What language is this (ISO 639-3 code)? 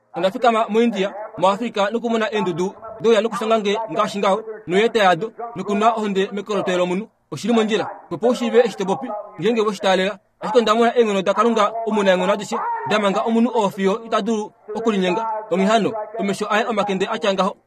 kua